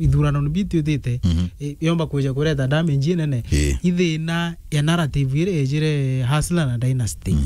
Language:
Meru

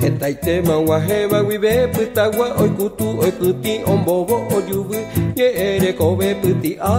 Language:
Guarani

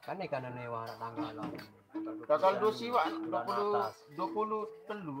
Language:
Sasak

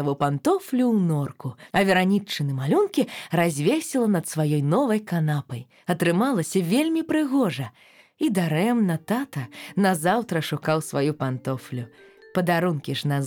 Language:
Belarusian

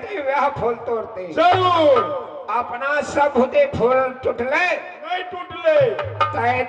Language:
Maithili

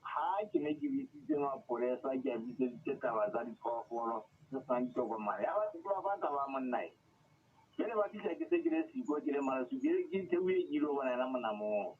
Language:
Southern Sotho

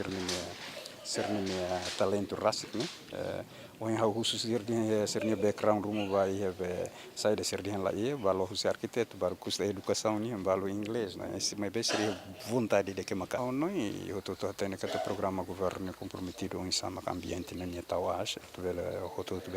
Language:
Tetum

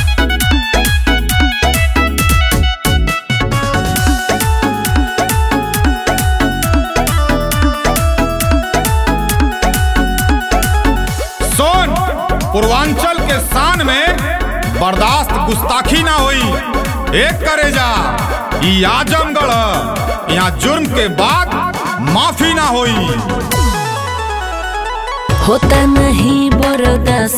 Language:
Bhojpuri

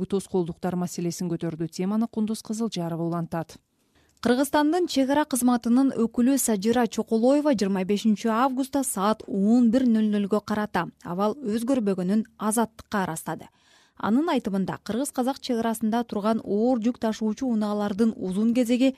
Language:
Kyrgyz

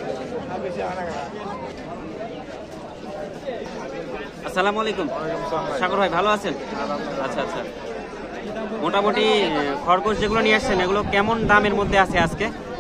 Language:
Bangla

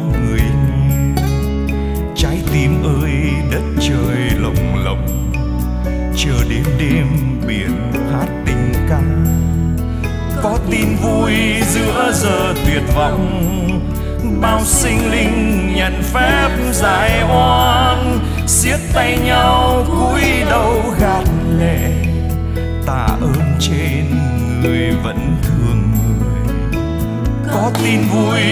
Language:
Vietnamese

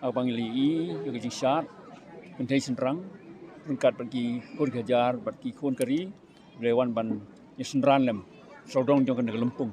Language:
Khasi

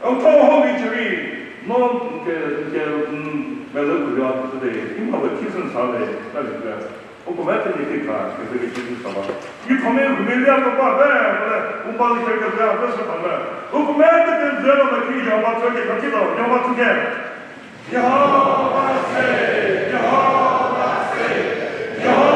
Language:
Chokri Naga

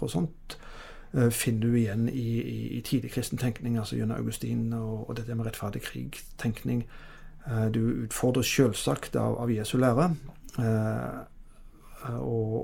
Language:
Norwegian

